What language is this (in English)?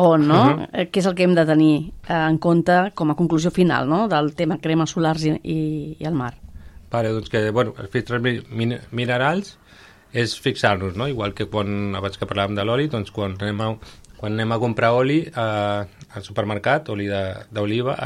Catalan